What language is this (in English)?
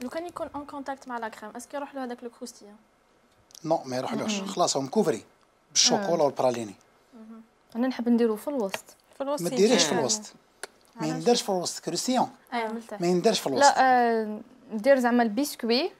Algerian Arabic